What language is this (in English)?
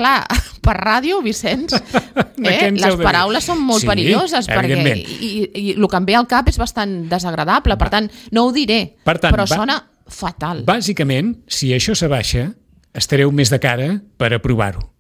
Catalan